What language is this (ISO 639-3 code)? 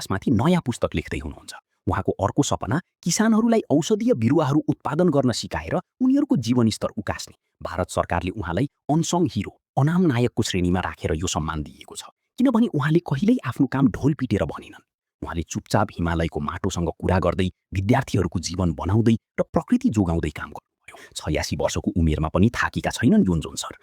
nep